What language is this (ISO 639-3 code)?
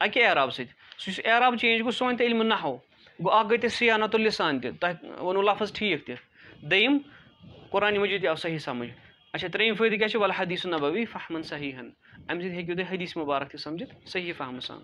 kas